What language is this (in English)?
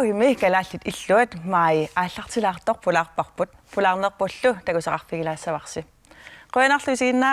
Kalaallisut